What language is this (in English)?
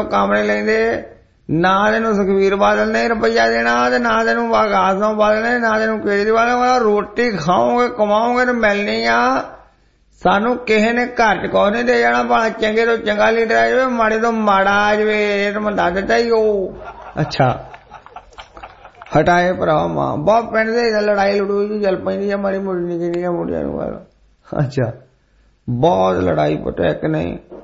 Punjabi